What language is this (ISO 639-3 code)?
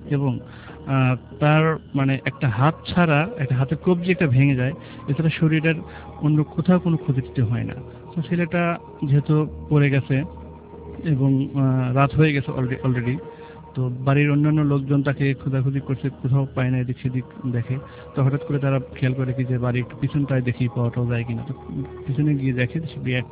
ben